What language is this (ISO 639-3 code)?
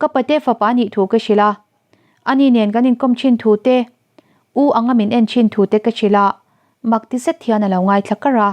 lus